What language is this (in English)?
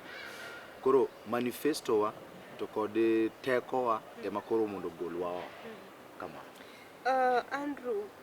Luo (Kenya and Tanzania)